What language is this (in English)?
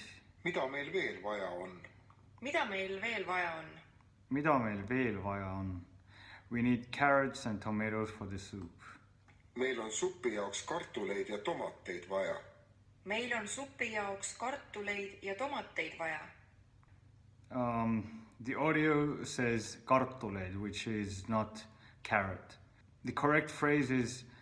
Estonian